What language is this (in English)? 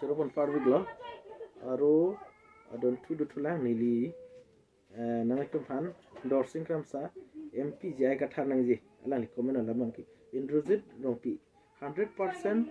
Karbi